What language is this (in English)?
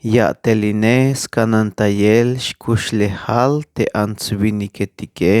Tzeltal